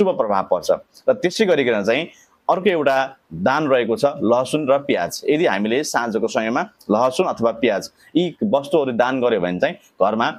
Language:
Nepali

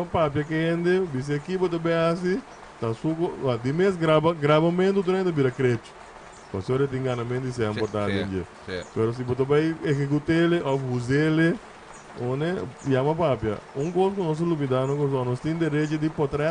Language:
Papiamento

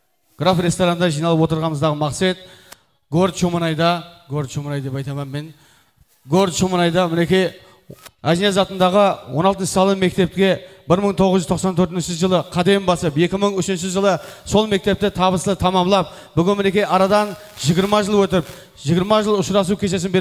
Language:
Kara-Kalpak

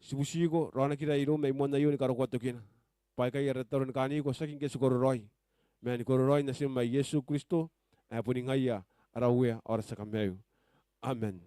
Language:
Gilbertese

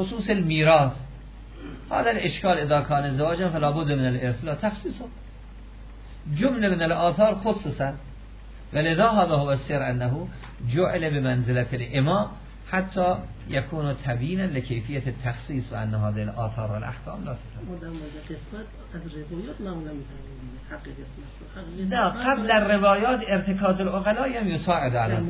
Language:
Persian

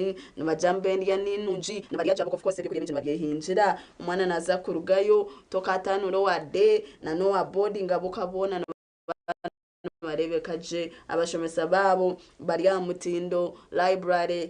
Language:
Nyankole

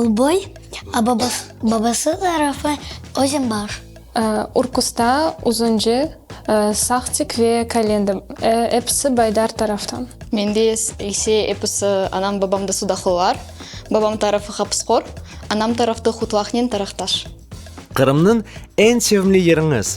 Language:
Crimean Tatar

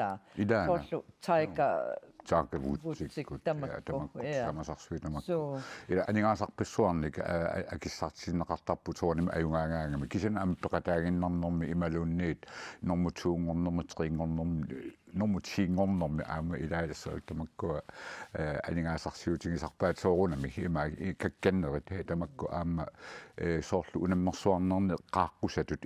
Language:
Kalaallisut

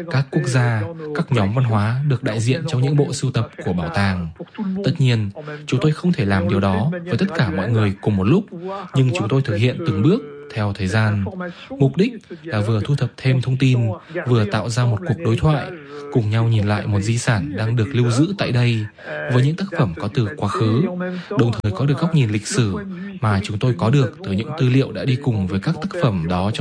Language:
Vietnamese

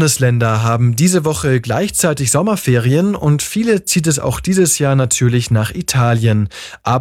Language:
German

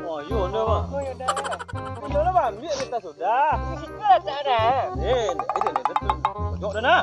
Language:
Minangkabau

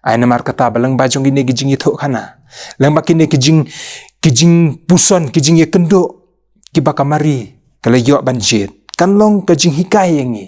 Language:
Khasi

